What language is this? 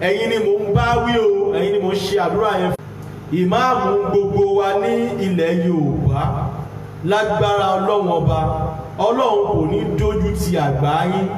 Yoruba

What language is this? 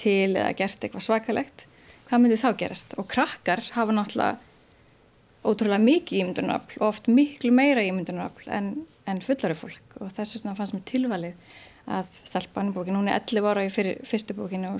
Icelandic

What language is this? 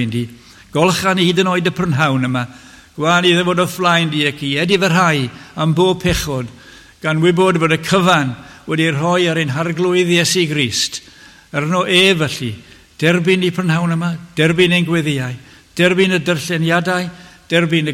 Welsh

